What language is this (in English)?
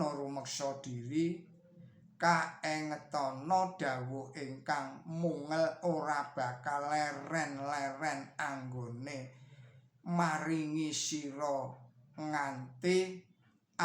Javanese